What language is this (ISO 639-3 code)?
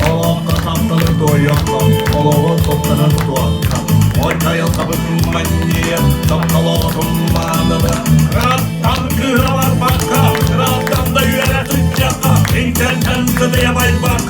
sah